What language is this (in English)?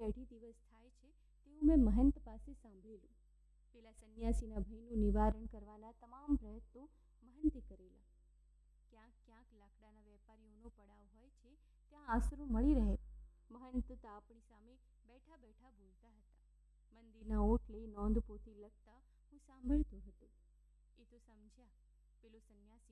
Gujarati